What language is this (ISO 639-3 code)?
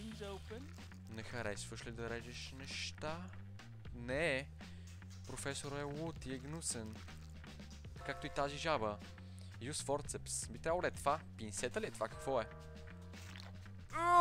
bul